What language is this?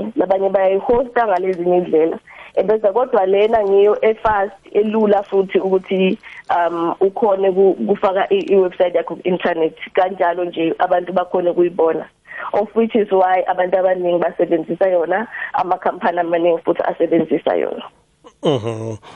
South Ndebele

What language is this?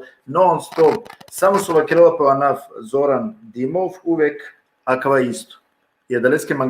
Balkan Romani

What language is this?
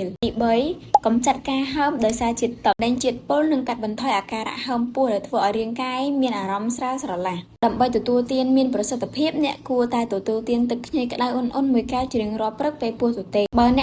Khmer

